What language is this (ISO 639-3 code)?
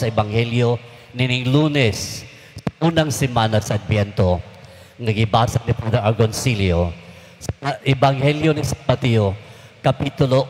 ceb